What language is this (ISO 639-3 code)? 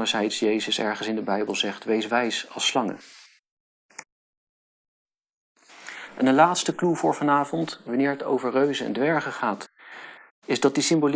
nld